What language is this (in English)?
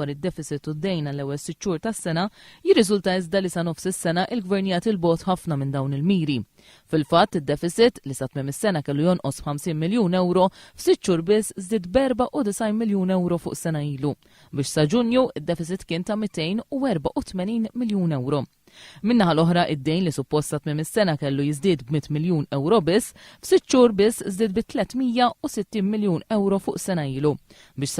Maltese